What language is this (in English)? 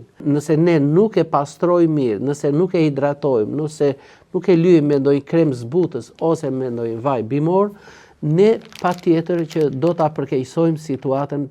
Albanian